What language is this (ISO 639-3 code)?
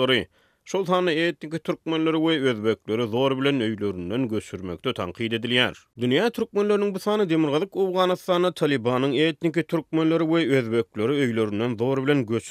tuk